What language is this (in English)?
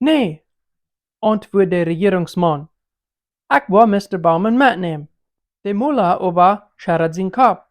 Plautdietsch